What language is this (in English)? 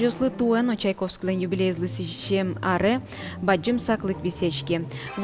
Udmurt